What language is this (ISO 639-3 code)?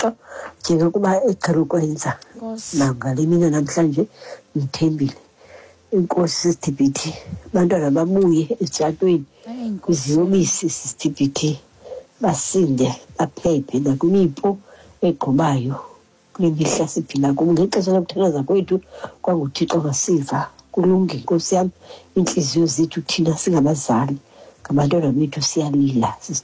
xho